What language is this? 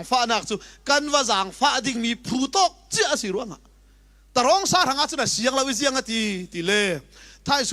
Falam Chin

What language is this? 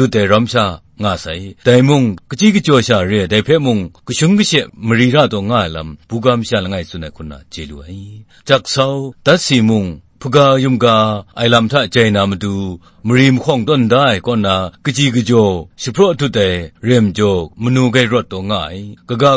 Kachin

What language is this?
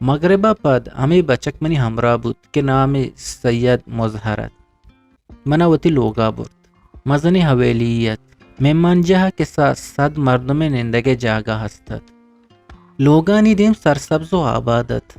Eastern Balochi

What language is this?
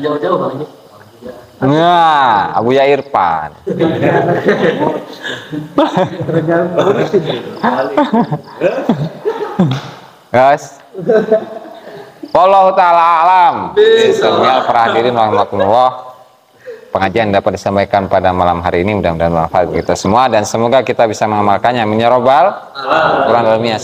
Indonesian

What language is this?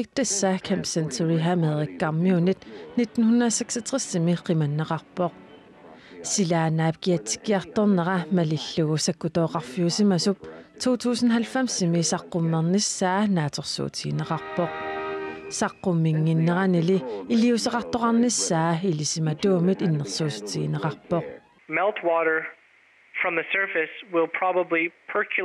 Kalaallisut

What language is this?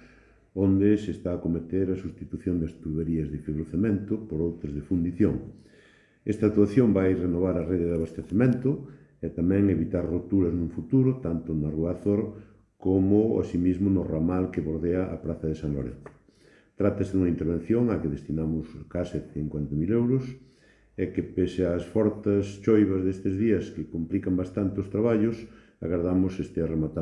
Galician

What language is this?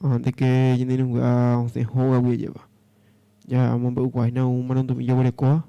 Guarani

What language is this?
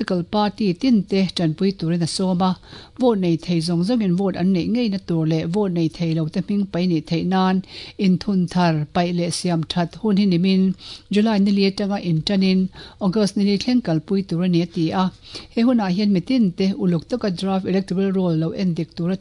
Mizo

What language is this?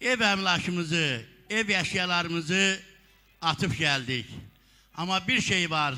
Azerbaijani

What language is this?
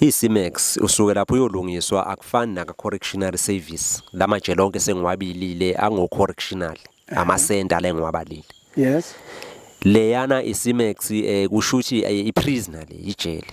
Zulu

